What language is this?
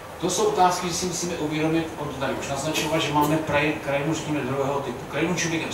Czech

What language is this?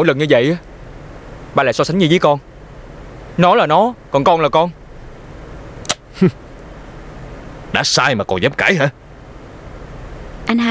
Vietnamese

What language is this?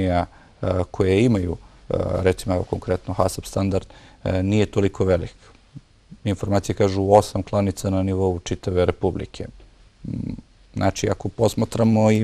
Bosnian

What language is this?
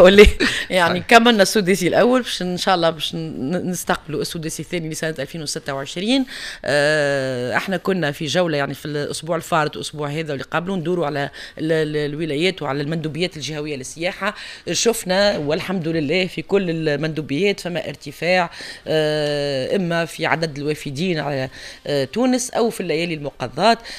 Tunisian Arabic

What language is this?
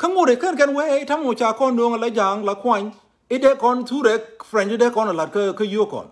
Nuer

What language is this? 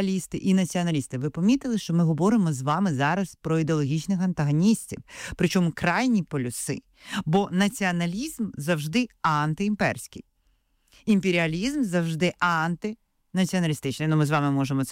Ukrainian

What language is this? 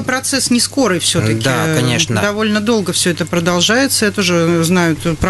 Russian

